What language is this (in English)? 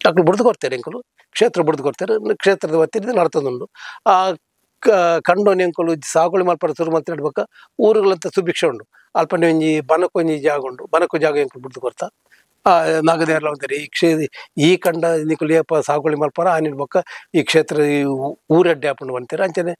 Tulu